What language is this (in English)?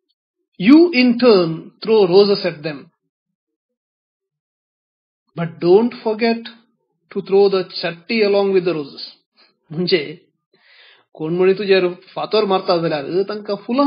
Konkani